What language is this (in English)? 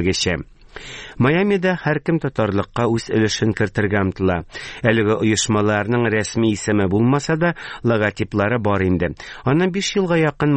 Tatar